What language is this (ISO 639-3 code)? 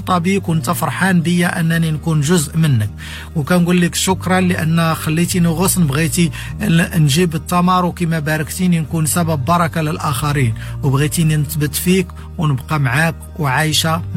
ary